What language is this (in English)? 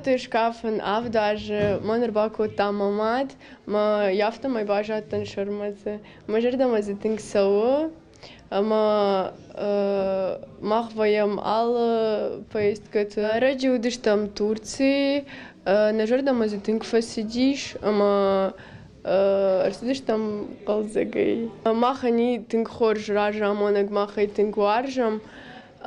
Ossetic